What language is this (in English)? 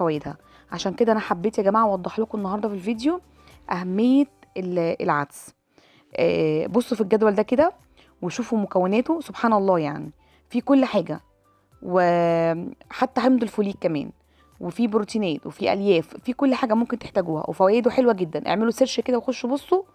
Egyptian Arabic